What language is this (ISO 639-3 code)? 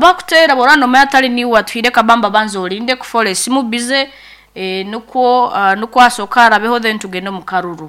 nyn